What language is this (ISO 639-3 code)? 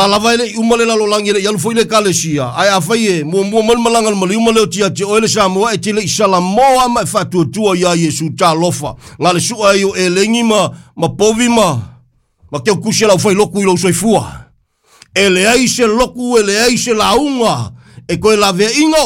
smo